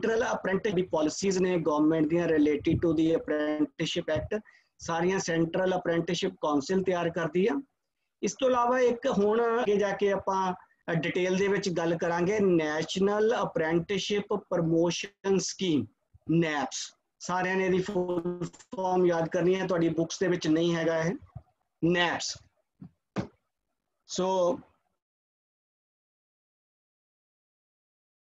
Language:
Punjabi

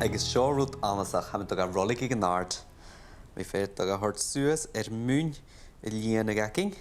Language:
Scottish Gaelic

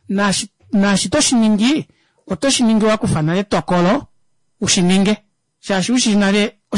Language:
Kuanyama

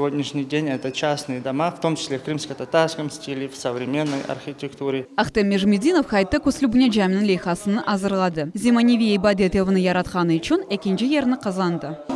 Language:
Crimean Tatar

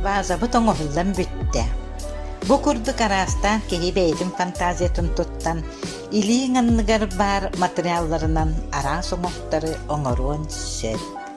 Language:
Yakut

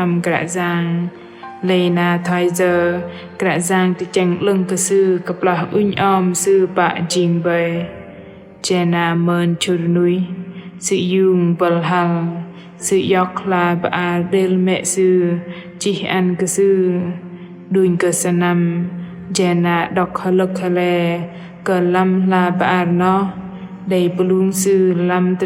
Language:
Bahnar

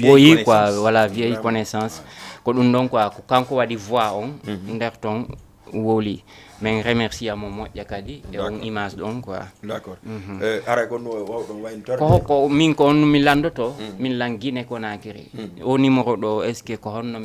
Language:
Fula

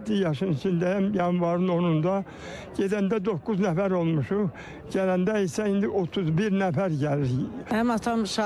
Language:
Azerbaijani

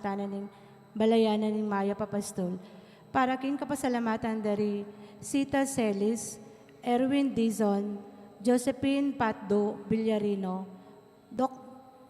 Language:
Pampanga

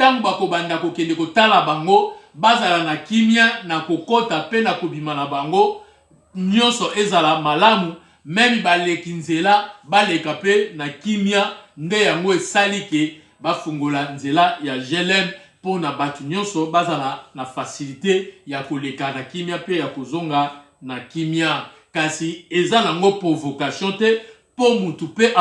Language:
Lingala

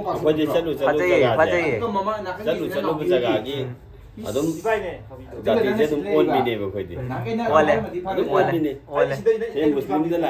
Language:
Manipuri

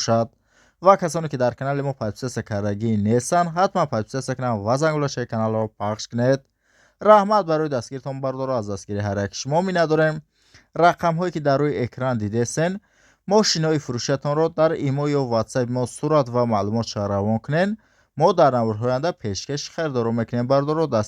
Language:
Tajik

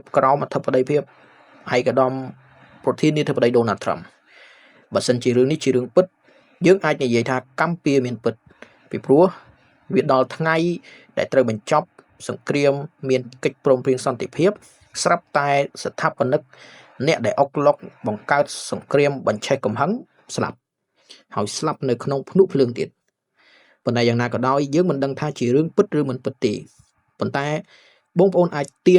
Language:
Khmer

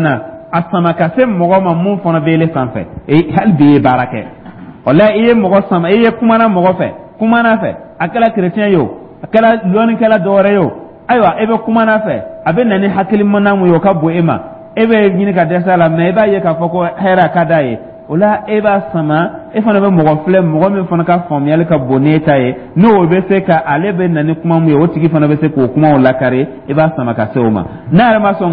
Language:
Dyula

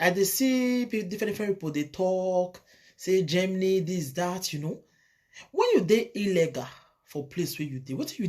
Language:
Nigerian Pidgin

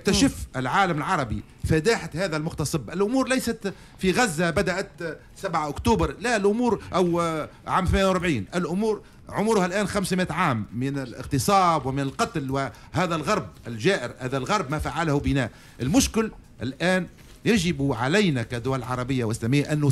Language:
Tunisian Arabic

